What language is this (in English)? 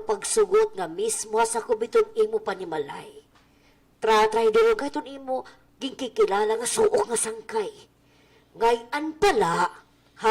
Waray